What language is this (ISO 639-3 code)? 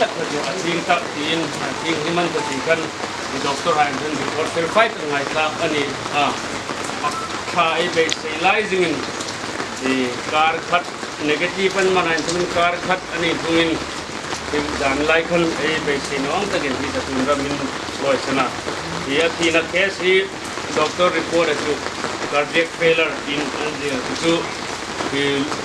hmr